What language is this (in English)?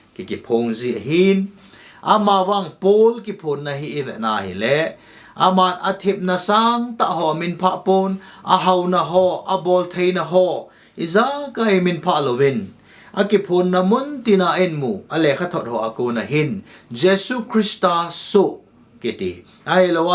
Thado Chin